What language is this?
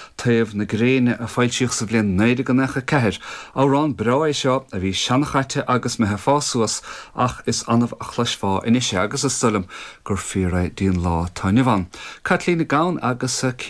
Irish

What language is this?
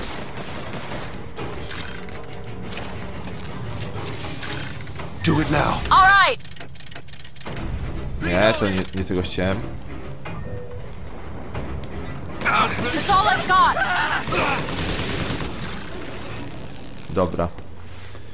Polish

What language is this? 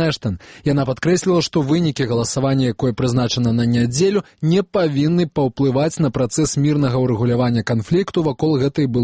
Belarusian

